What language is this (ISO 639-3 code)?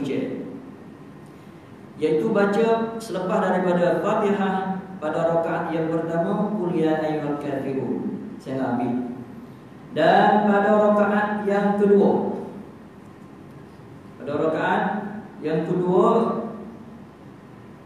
msa